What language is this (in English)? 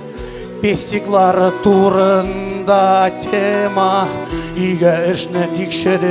Tatar